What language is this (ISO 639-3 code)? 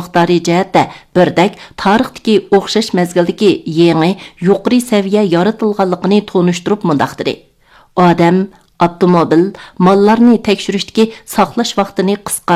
uig